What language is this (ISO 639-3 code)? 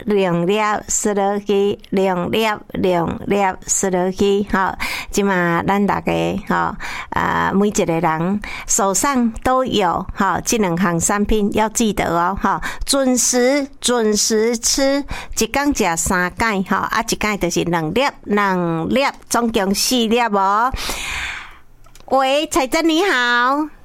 nan